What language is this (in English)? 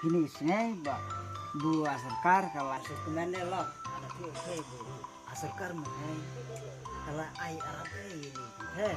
Khasi